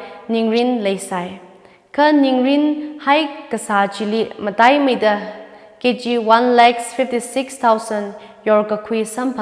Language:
Tangkhul Naga (India)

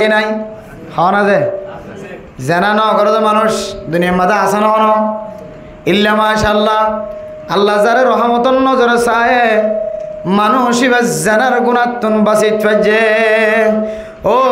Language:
Rohingya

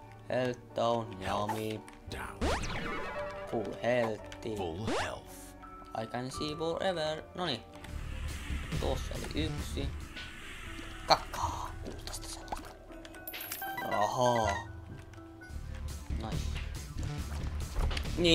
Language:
Finnish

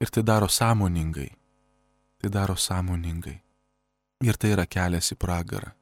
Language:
Lithuanian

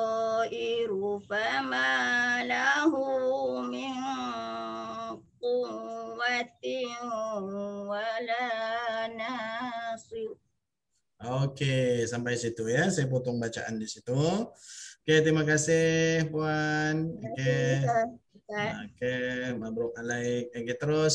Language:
Malay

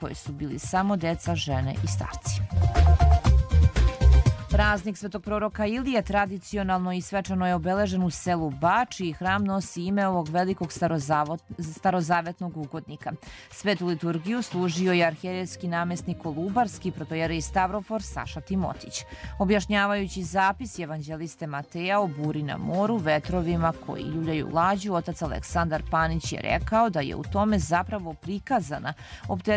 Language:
Serbian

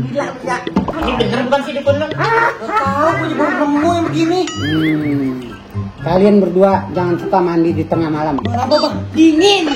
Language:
Betawi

